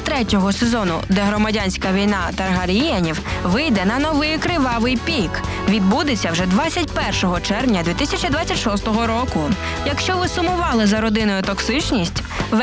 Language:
Ukrainian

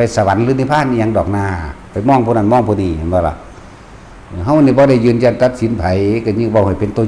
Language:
Lao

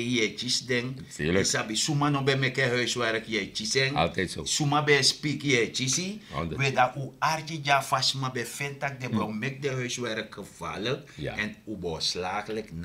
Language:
Sranan Tongo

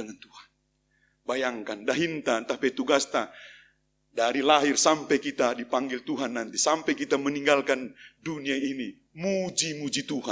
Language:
Batak Karo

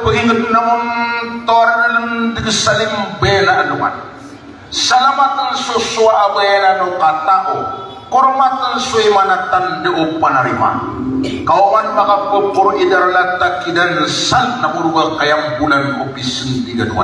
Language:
Maranao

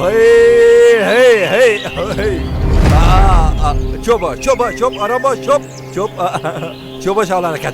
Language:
Persian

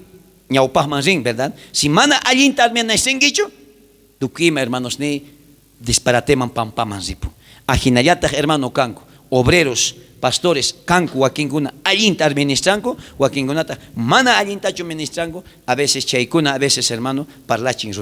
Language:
South Bolivian Quechua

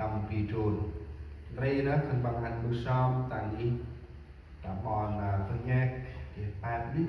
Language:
Central Mnong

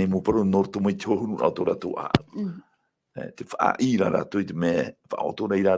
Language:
Tahitian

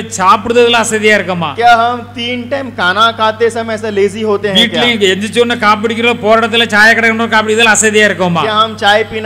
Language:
Tamil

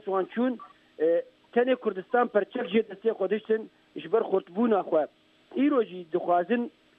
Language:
Kurdish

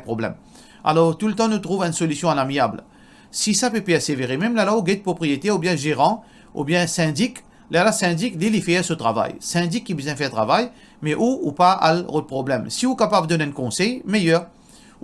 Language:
Morisyen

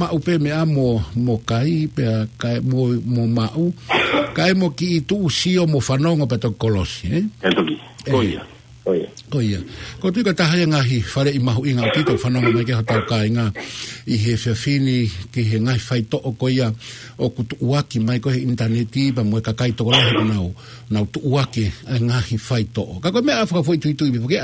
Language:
Tongan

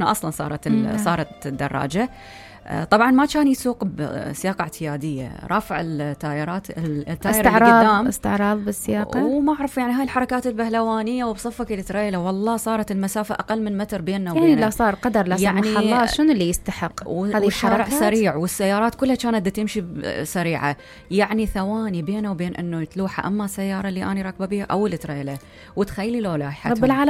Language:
Mesopotamian Arabic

